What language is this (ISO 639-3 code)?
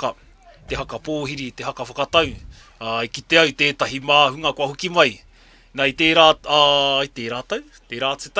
mri